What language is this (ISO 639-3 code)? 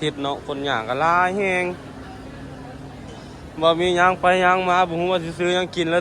lao